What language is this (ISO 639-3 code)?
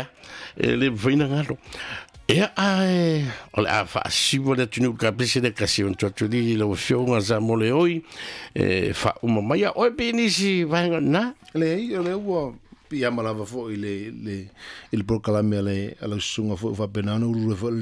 smo